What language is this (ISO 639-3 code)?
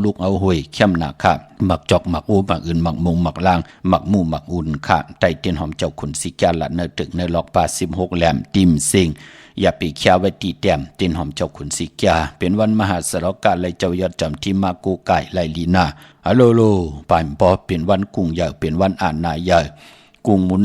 shn